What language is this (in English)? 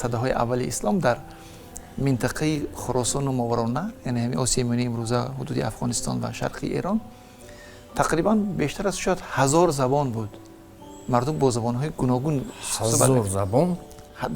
Tajik